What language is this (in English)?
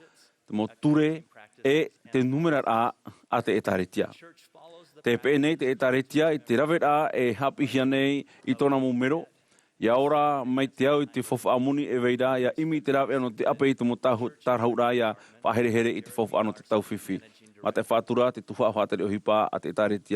Tahitian